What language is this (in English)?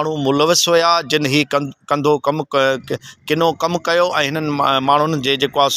Sindhi